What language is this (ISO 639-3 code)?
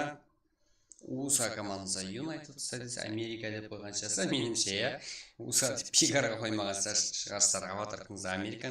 kaa